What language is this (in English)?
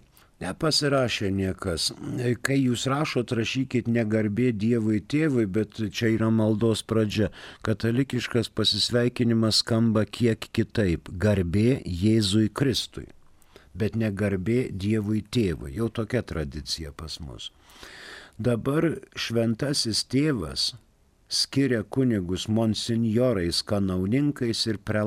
Lithuanian